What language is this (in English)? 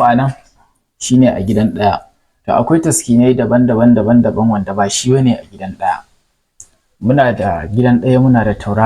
Hausa